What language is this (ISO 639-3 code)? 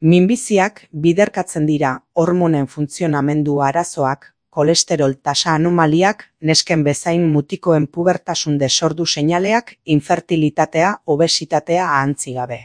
eus